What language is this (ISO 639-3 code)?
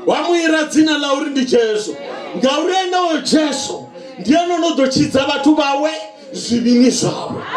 ven